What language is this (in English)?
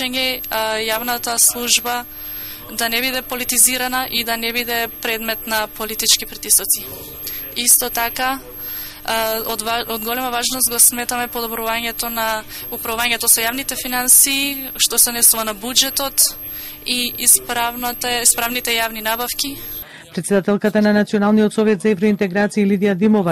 Macedonian